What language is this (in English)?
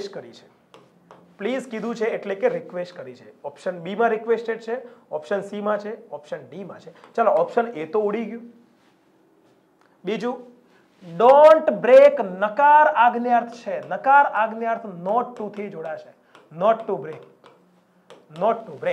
Gujarati